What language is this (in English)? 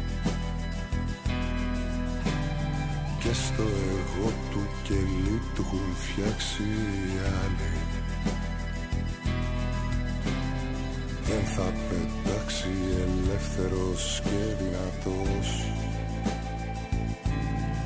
Greek